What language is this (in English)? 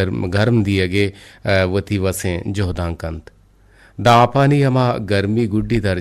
Eastern Balochi